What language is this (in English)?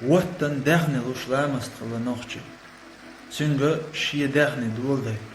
Chechen